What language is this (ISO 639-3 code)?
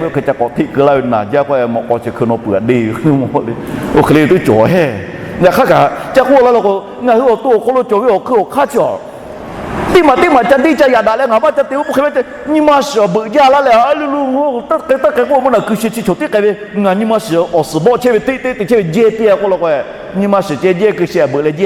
lhu